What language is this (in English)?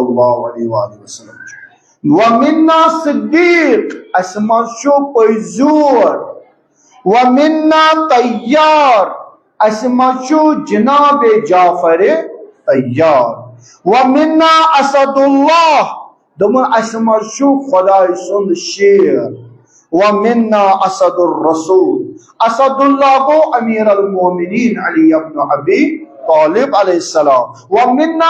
Kashmiri